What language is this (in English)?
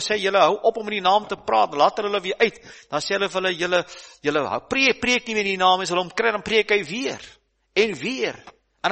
Afrikaans